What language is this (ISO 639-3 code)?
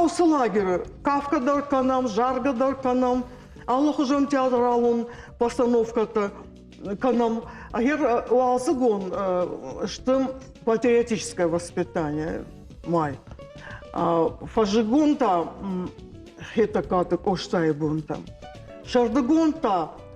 oss